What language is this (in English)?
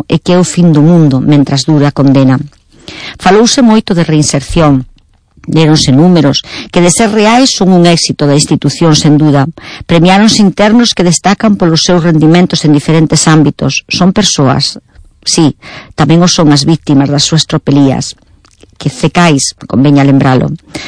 Galician